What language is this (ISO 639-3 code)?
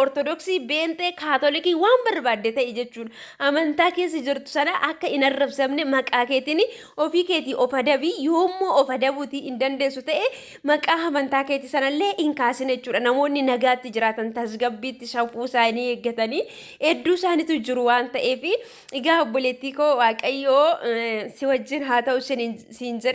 orm